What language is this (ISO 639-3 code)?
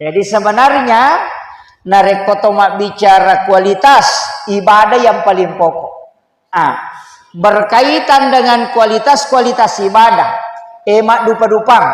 bug